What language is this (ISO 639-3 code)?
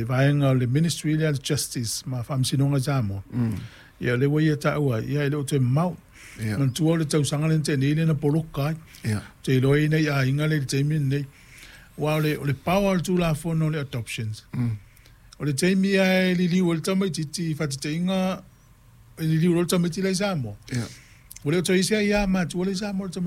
smo